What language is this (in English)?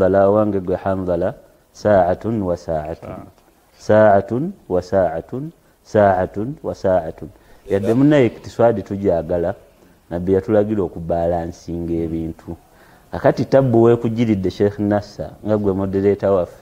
Ganda